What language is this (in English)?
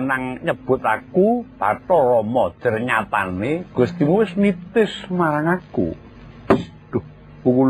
Javanese